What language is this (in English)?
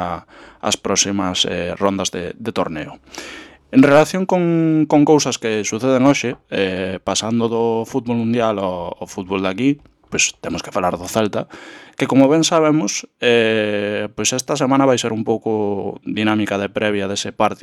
Galician